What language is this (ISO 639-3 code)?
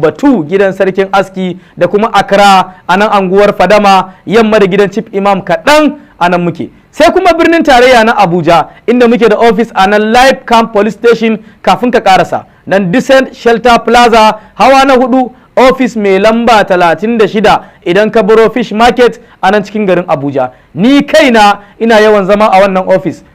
hau